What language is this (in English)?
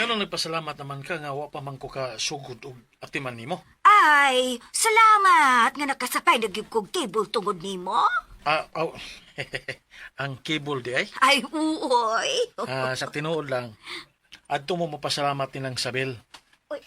Cebuano